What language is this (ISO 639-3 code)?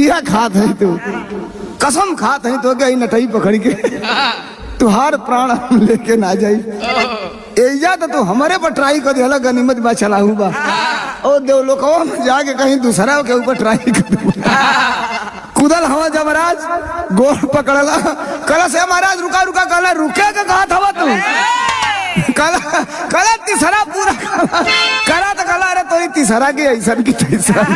bho